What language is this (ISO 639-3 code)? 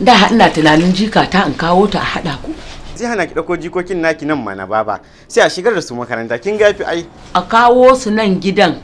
hau